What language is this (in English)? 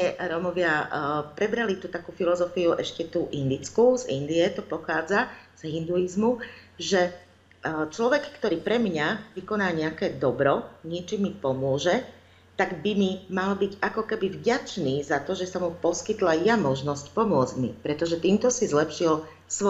Slovak